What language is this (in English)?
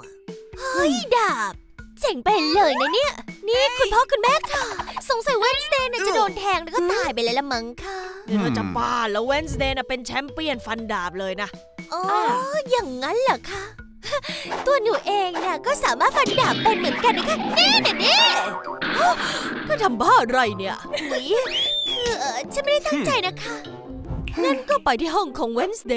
Thai